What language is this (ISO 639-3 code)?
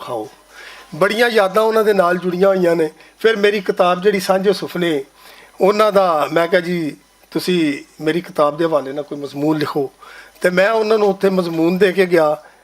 lah